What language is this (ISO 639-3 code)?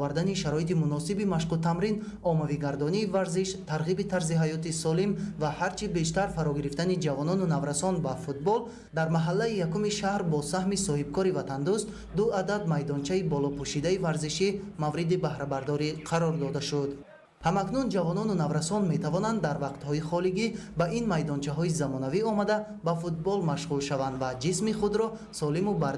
tgk